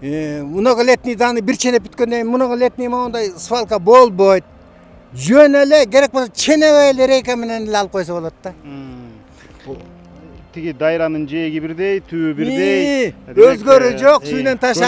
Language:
Kyrgyz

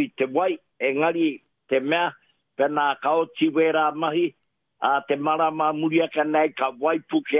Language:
Māori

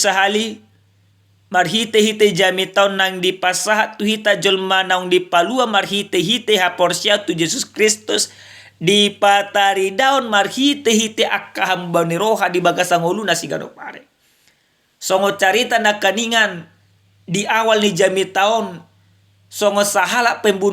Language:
Batak Toba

